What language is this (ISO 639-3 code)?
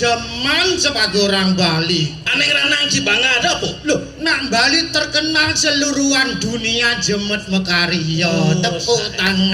ban